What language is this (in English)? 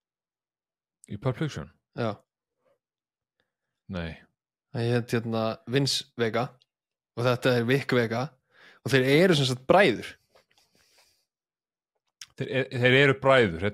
Icelandic